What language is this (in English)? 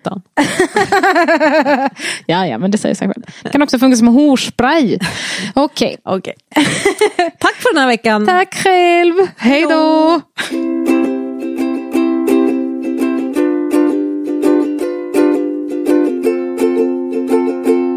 Swedish